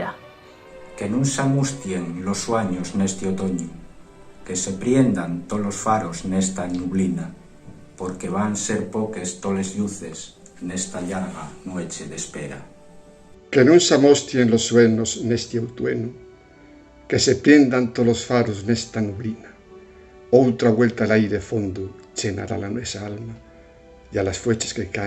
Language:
Asturian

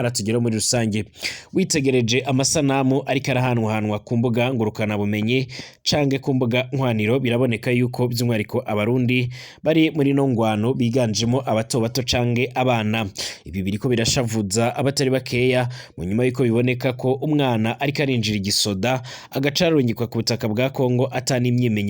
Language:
Rundi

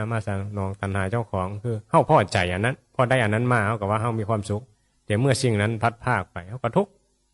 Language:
Northeastern Thai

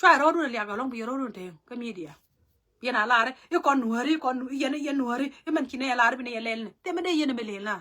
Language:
Nuer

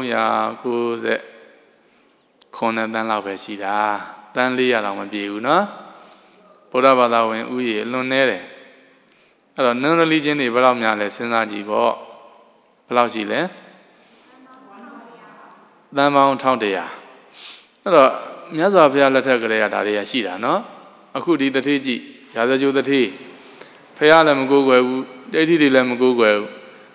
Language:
Burmese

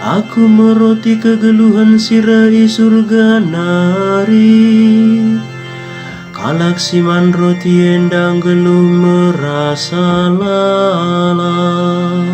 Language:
Batak Karo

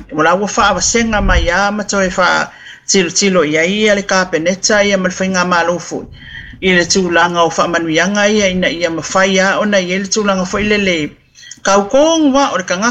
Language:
Samoan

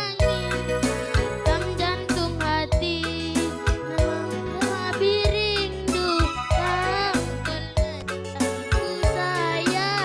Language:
Batak Karo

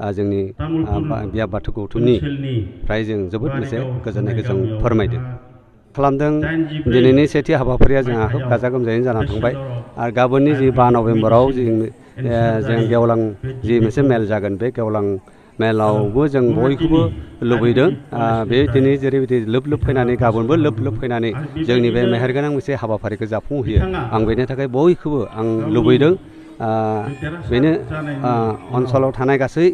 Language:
Bodo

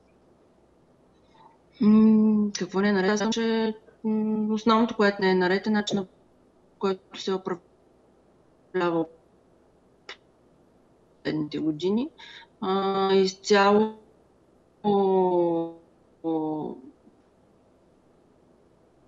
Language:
Bulgarian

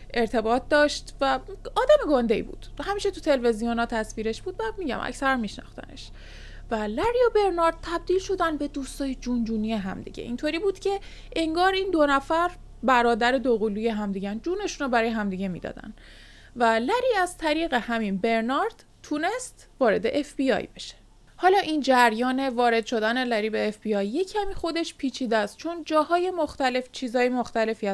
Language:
Persian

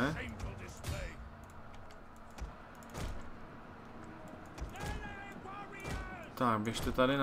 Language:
Czech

